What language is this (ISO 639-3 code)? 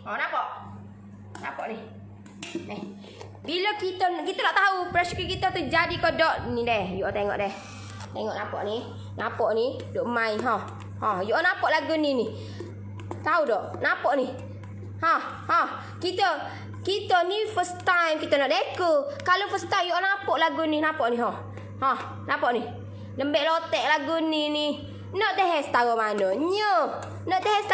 msa